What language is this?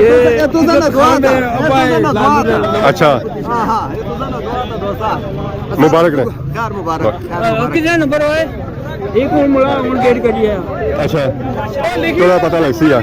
Pahari-Potwari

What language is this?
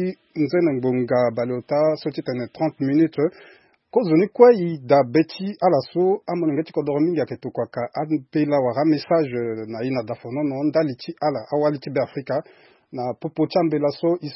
Sango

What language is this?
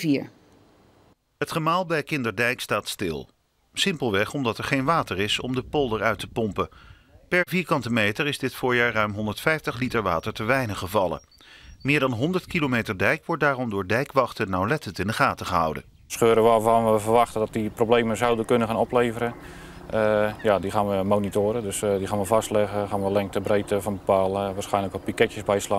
Dutch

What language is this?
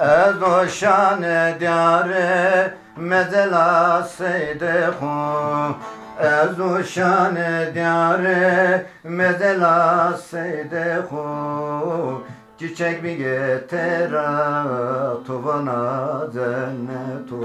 Zaza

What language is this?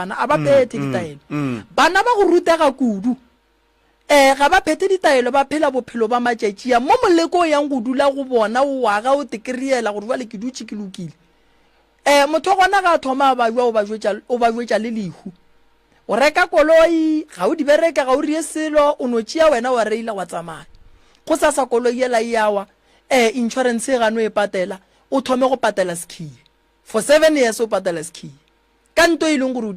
Northern Sotho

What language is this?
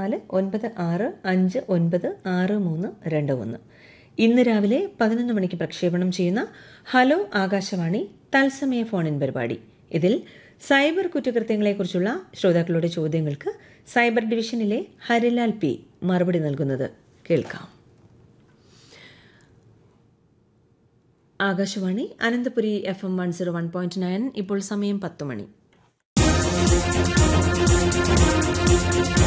Malayalam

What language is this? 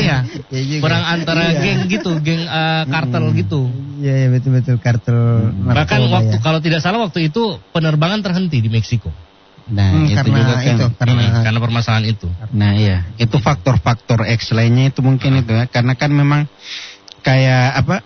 Indonesian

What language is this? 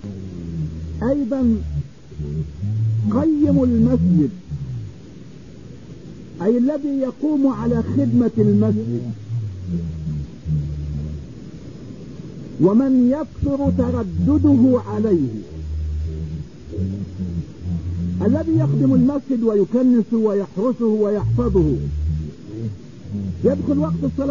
Arabic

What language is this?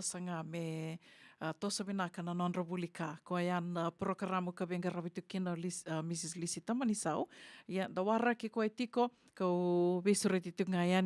Fijian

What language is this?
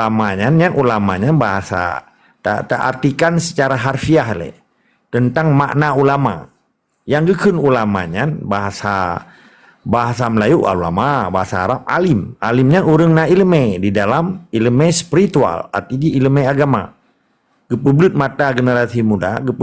Achinese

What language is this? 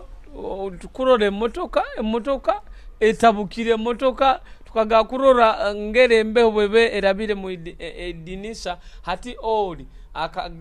Nyoro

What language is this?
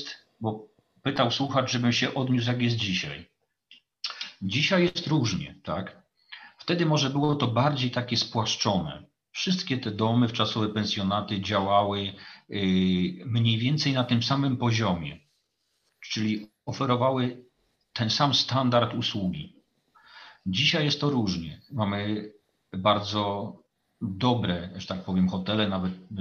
Polish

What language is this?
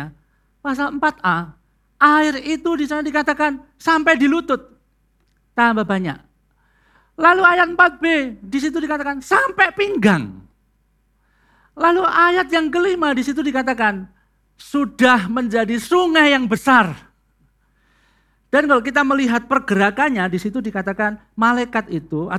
Indonesian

